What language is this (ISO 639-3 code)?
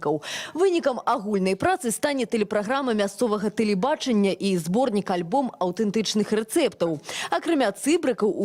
bel